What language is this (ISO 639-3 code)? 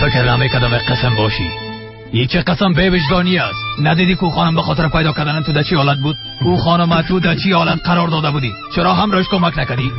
fas